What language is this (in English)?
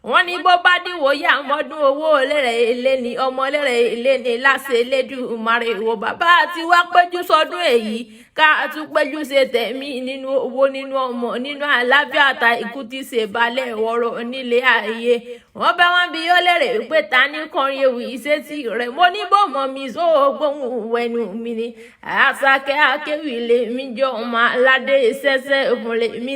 Yoruba